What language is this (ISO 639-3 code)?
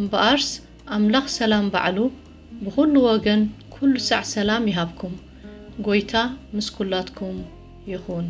tir